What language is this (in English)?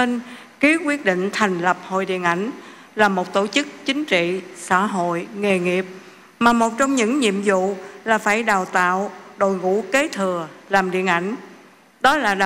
Vietnamese